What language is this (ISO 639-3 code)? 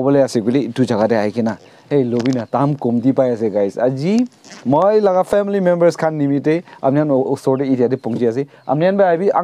nag